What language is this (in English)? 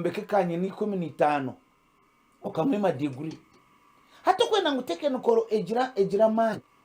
Nyankole